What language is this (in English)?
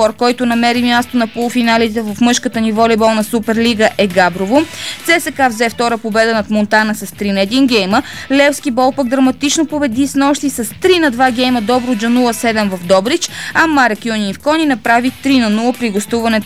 Bulgarian